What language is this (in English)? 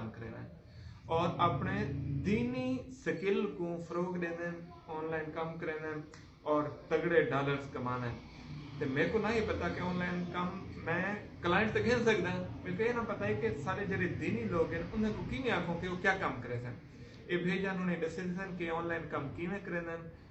Saraiki